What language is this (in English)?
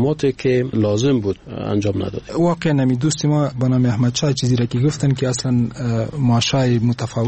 Persian